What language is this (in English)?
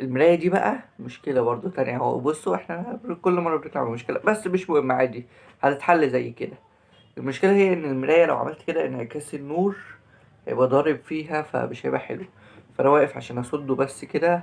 Egyptian Arabic